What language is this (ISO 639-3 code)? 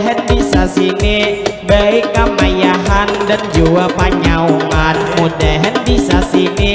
bjn